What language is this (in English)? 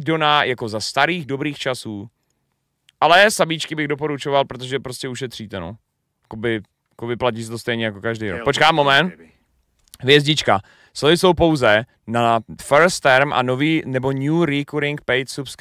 Czech